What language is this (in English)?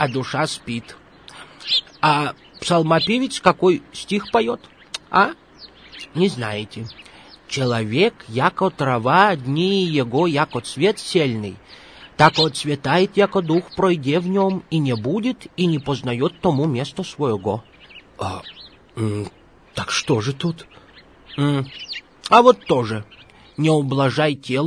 Russian